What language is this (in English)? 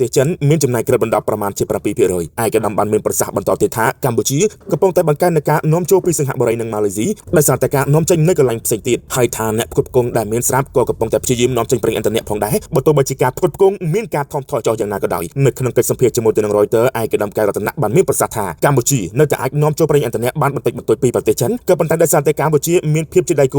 Khmer